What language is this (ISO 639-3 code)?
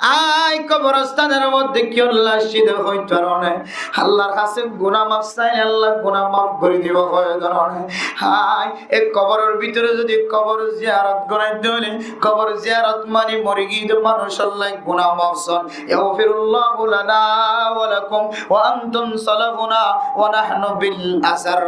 rhg